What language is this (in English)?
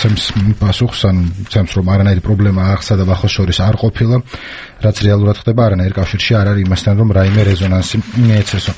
Georgian